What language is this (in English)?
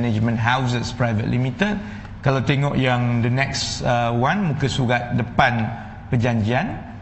Malay